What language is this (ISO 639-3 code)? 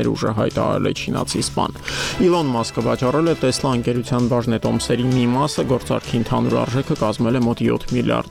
hye